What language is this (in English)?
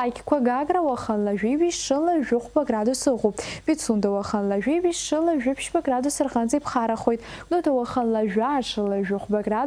Abkhazian